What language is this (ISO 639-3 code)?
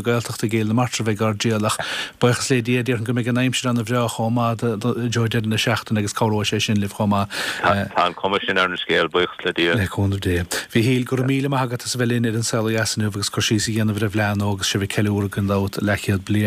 gle